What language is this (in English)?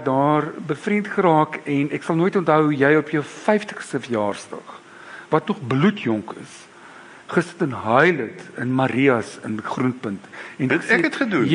Afrikaans